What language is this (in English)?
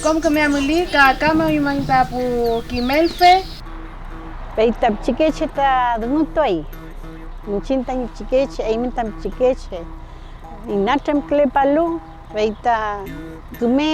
Mapuche